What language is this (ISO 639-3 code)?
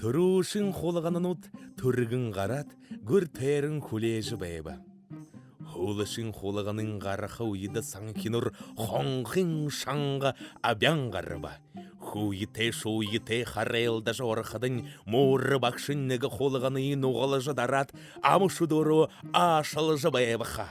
bua